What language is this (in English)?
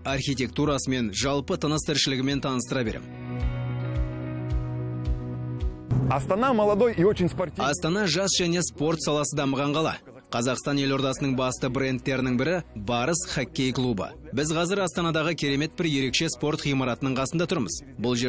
Kazakh